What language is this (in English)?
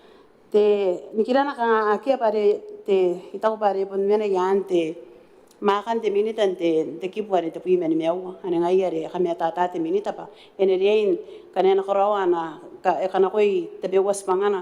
Gilbertese